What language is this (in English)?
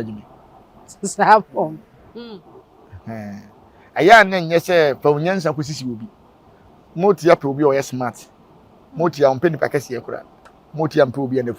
Akan